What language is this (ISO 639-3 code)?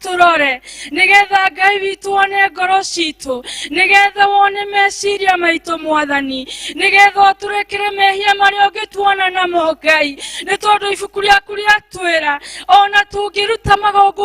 kik